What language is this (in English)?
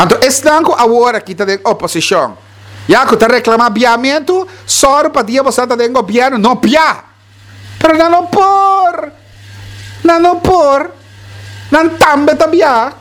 Papiamento